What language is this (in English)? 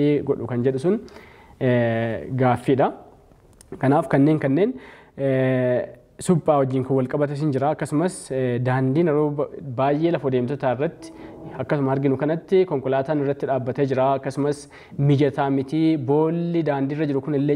Oromo